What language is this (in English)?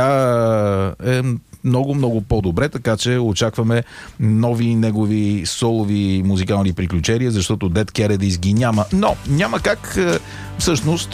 Bulgarian